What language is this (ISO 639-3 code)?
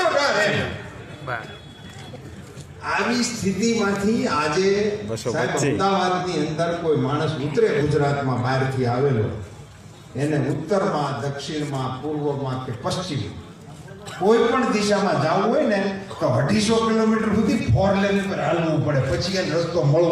guj